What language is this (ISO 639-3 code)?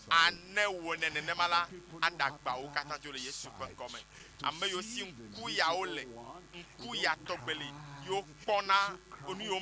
ewe